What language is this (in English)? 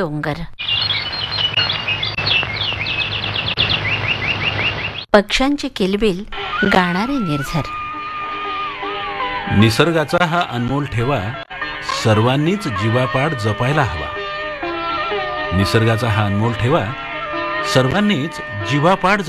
Marathi